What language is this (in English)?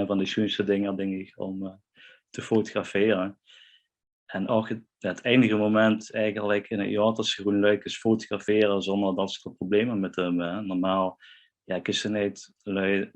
Limburgish